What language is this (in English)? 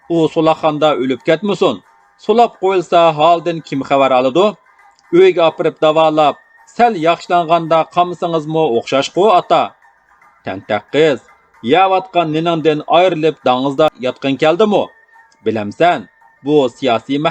Uyghur